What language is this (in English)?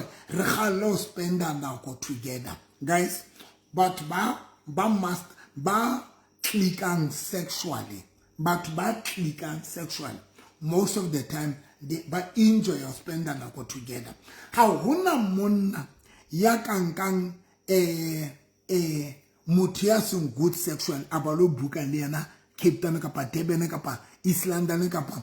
Southern Sotho